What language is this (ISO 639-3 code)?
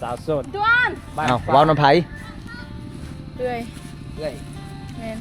lao